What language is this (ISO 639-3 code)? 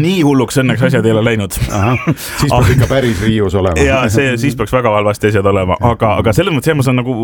est